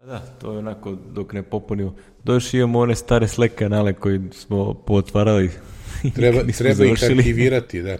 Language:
Serbian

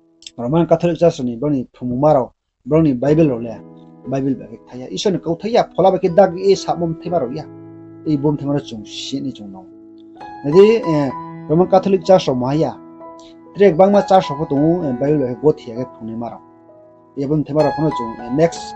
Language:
Riang (India)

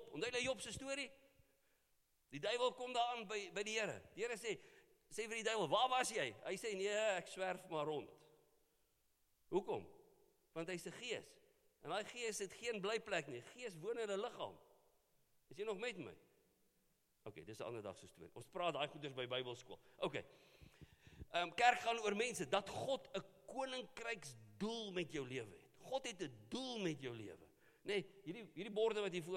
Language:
Afrikaans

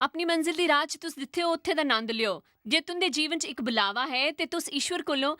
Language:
Dogri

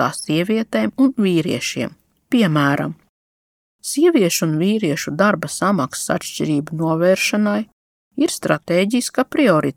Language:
Latvian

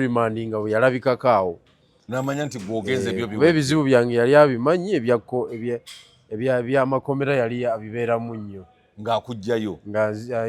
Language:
Ganda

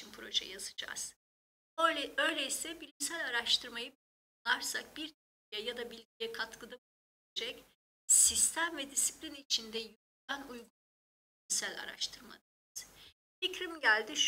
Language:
Turkish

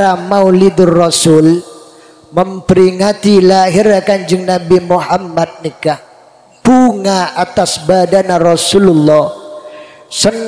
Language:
Madurese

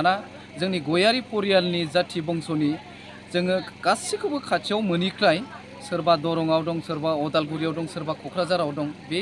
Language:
Bodo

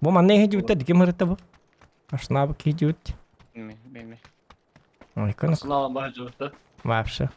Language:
Yakut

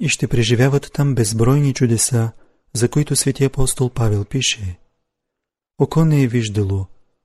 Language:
Bulgarian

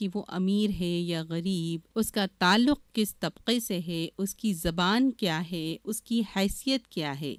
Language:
Urdu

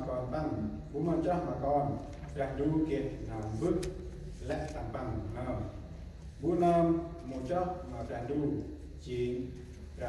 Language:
Central Mnong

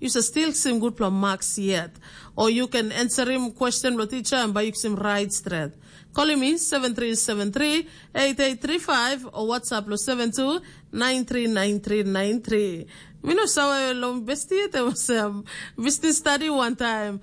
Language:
Tok Pisin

